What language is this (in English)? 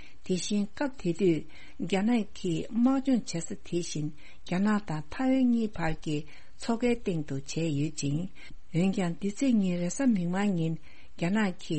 Tibetan